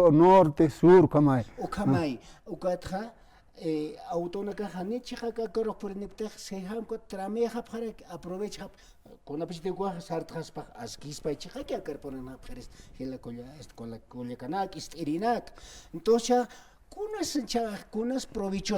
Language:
Aymara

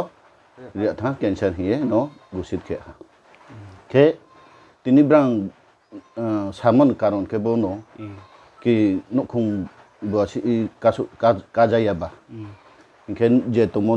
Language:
Riang (India)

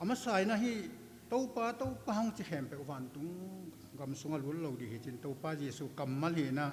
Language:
Tedim Chin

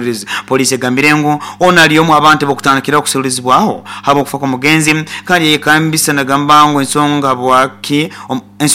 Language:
Nyoro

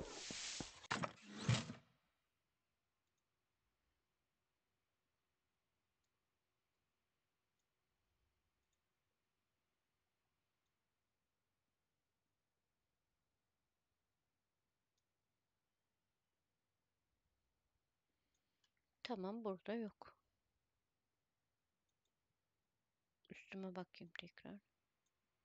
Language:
Turkish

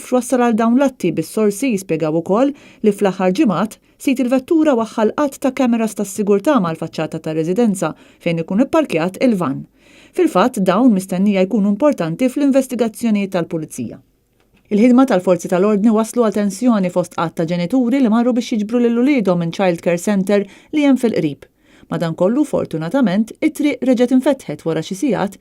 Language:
Maltese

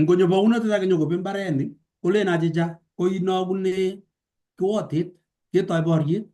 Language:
Kalenjin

